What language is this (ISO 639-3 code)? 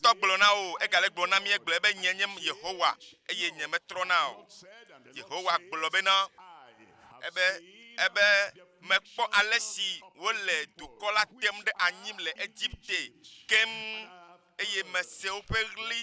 ewe